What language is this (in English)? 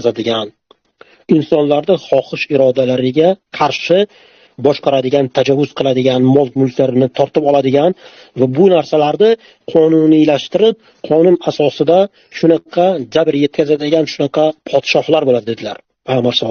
Uzbek